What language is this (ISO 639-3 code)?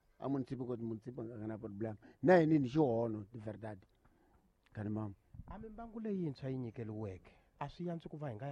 tso